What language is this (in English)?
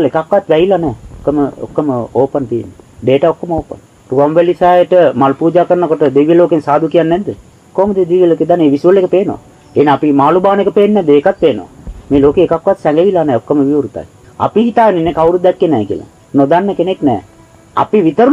Sinhala